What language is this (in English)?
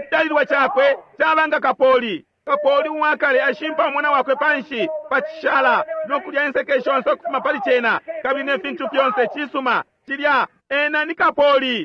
Bemba